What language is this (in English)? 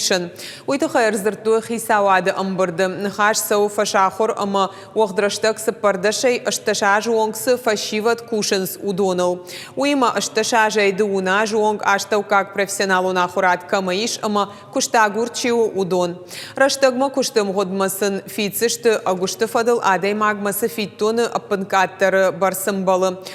Ossetic